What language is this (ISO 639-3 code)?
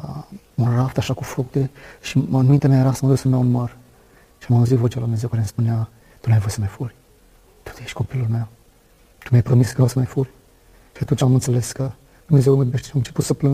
ron